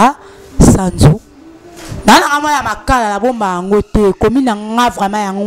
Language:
Lingala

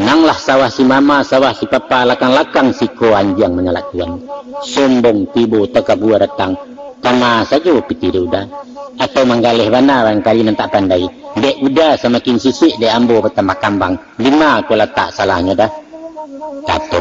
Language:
Minangkabau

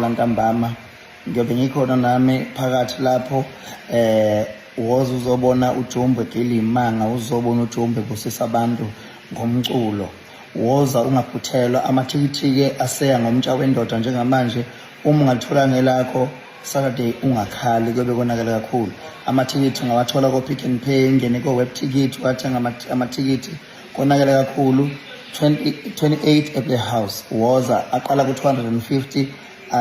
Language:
Zulu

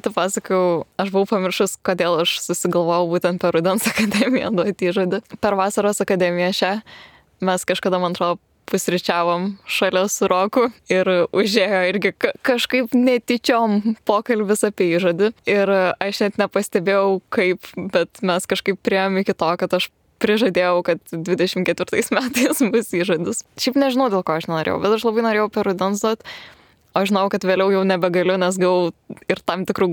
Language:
Lithuanian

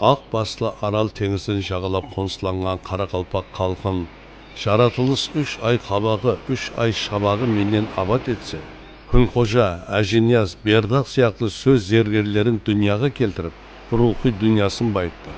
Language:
Kara-Kalpak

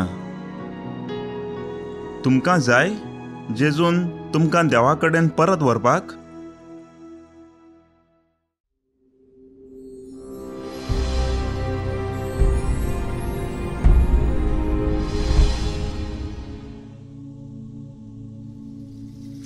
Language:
Konkani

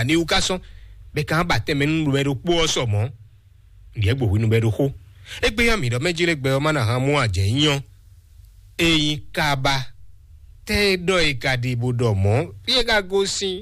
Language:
Fon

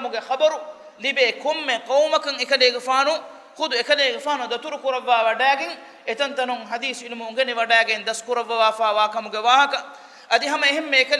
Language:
Divehi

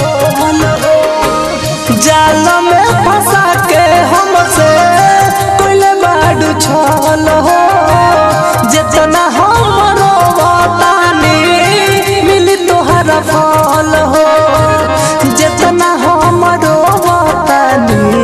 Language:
Bhojpuri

